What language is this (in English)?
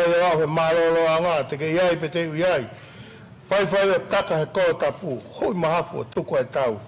Tongan